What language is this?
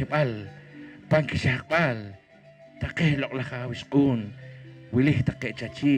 Poqomchi'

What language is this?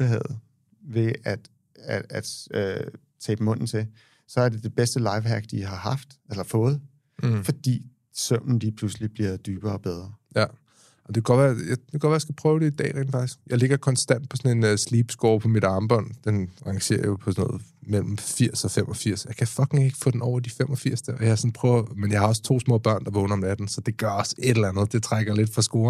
Danish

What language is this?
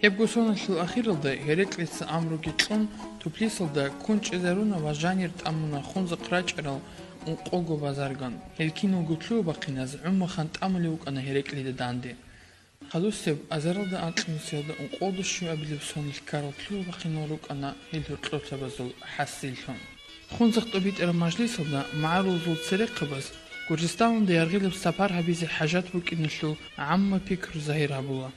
Avaric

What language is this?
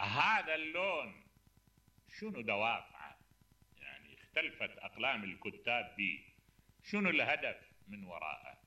Mesopotamian Arabic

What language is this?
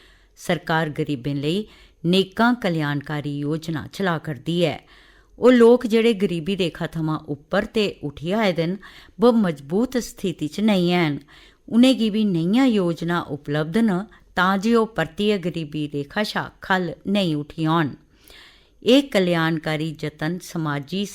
Dogri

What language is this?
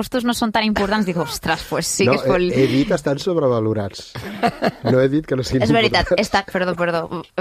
Catalan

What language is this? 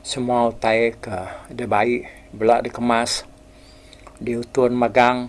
Iban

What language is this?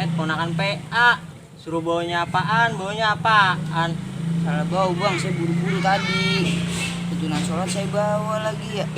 Betawi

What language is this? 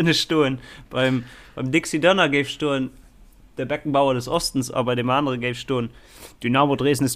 Luxembourgish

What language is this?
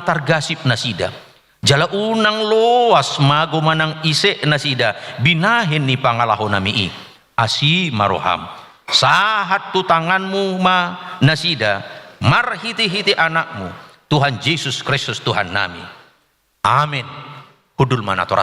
Batak Toba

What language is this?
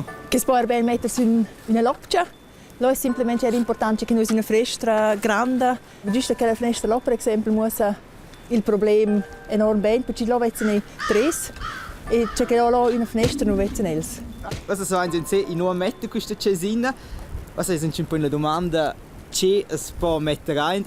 Romansh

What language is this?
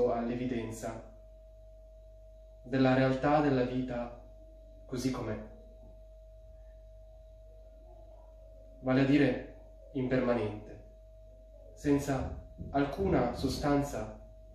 Italian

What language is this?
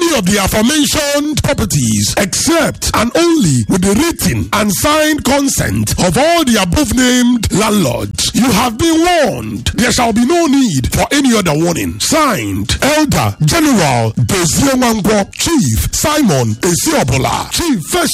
English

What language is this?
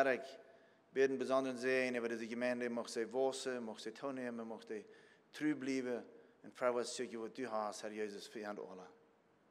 Plautdietsch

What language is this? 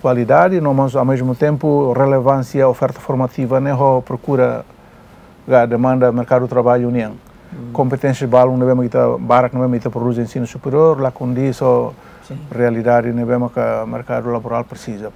Tetum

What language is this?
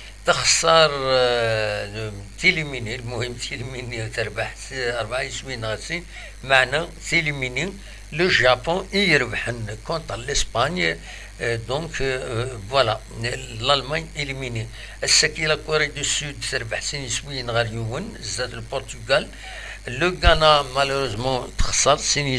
Kabyle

